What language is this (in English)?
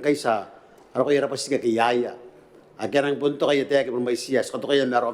Gilbertese